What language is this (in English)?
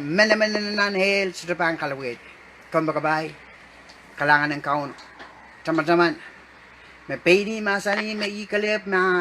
Pohnpeian